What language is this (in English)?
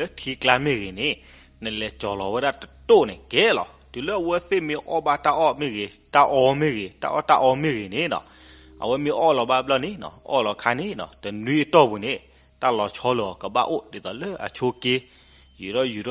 S'gaw Karen